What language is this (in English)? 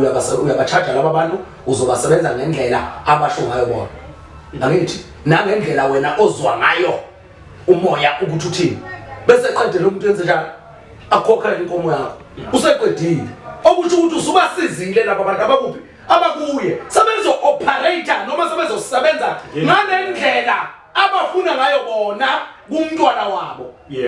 Zulu